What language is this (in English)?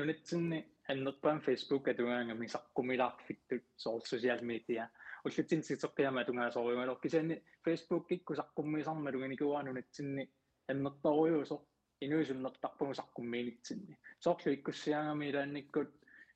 Kalaallisut